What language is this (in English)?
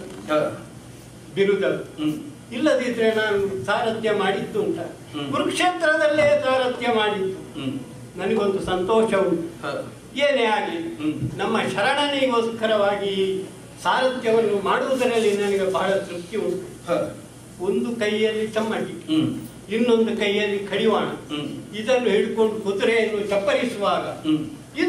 Kannada